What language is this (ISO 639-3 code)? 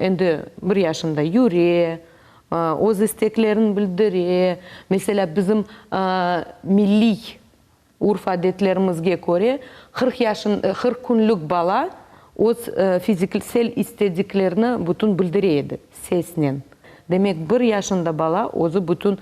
crh